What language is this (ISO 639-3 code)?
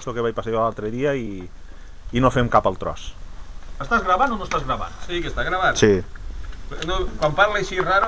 cat